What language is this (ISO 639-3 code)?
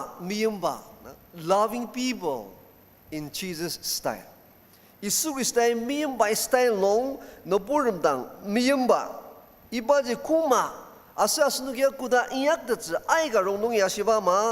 njo